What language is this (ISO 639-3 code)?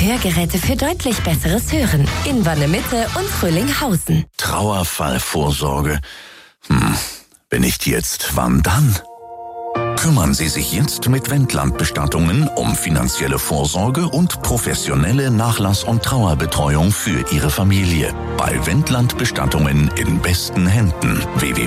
deu